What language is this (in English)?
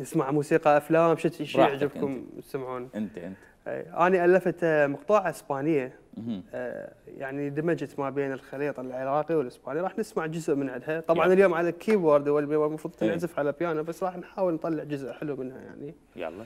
Mesopotamian Arabic